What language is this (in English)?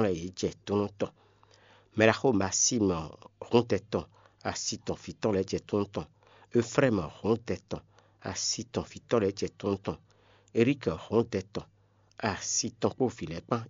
Fon